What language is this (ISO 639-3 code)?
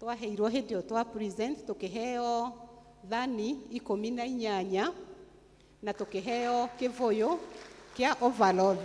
kik